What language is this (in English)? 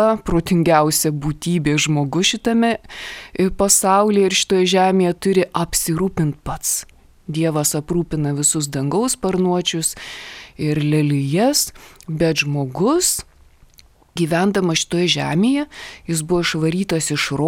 Lithuanian